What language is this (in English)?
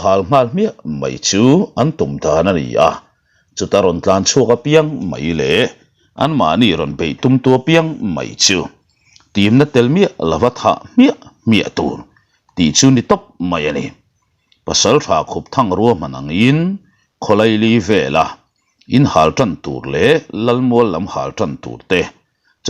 Mizo